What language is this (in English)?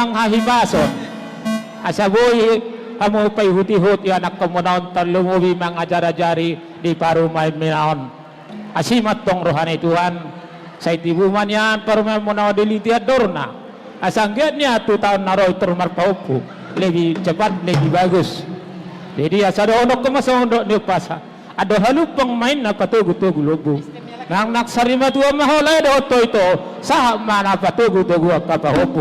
Batak Toba